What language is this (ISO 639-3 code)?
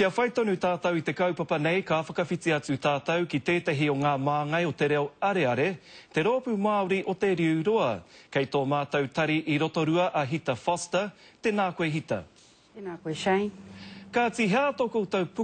mri